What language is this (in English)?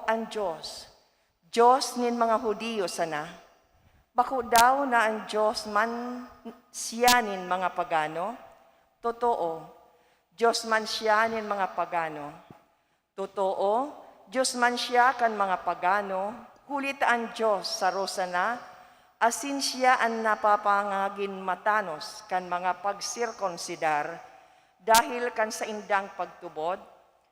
Bikol